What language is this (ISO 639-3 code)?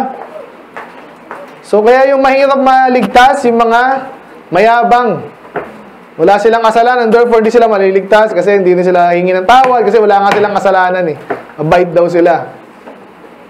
fil